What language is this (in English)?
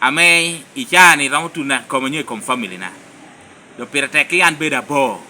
Lango (Uganda)